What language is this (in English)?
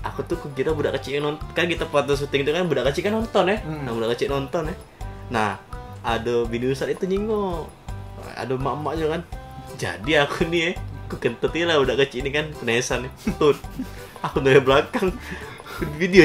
Musi